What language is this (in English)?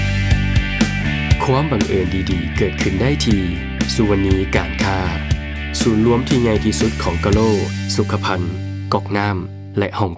Lao